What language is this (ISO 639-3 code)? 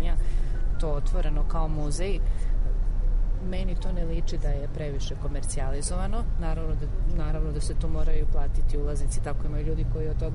srp